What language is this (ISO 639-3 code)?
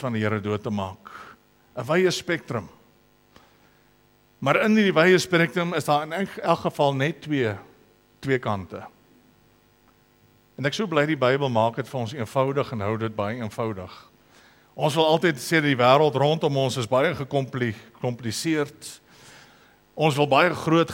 afr